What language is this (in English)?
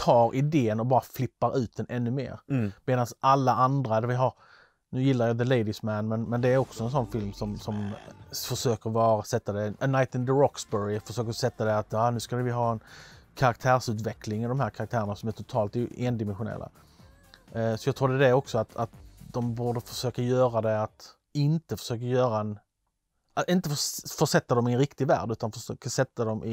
Swedish